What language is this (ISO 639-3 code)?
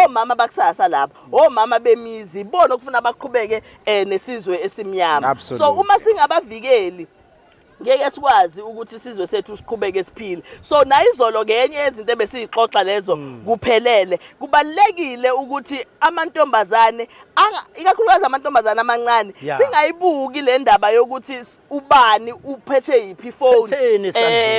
zul